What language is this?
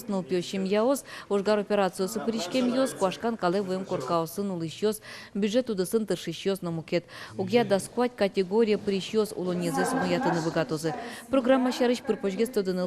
Udmurt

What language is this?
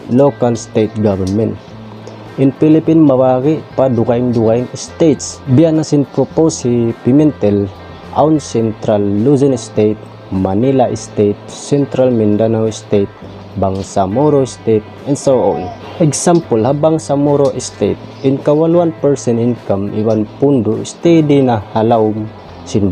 Tausug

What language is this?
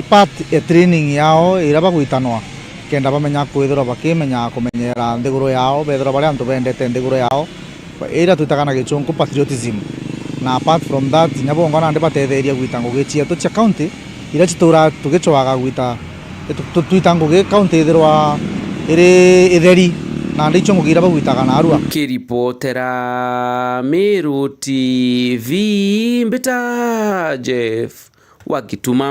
Meru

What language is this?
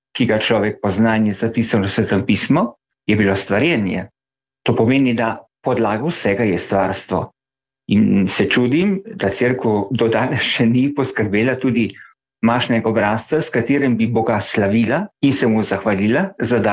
Slovenian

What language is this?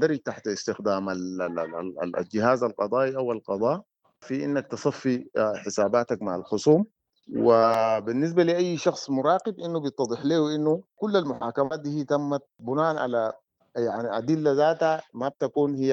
Sudanese Arabic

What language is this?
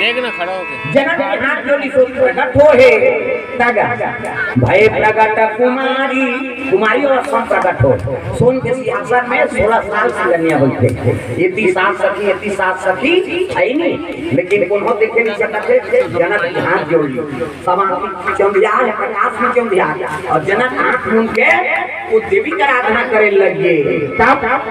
Chhattisgarhi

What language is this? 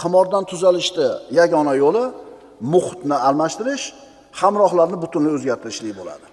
Uzbek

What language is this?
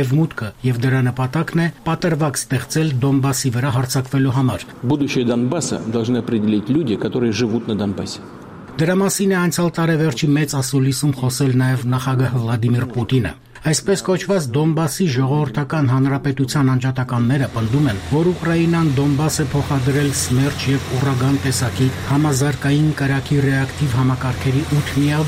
Armenian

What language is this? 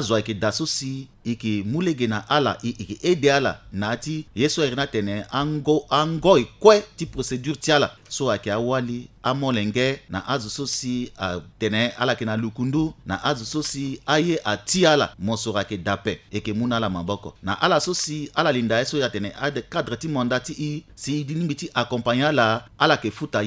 Sango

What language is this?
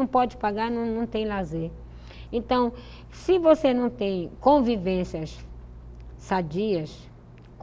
Portuguese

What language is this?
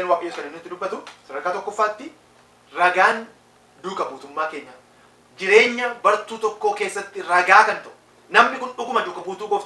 Oromo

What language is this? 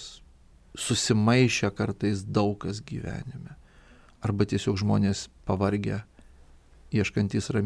Lithuanian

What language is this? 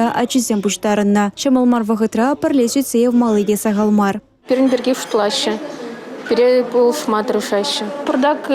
Chuvash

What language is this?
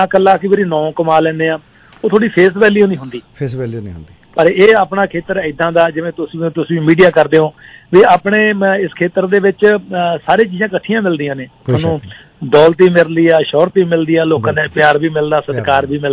Punjabi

